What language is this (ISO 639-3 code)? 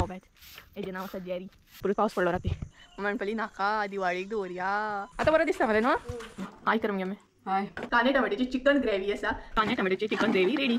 kok